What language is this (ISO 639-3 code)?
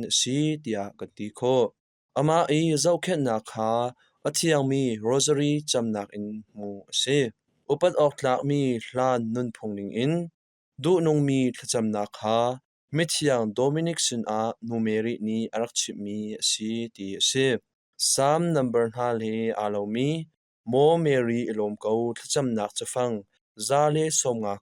cnh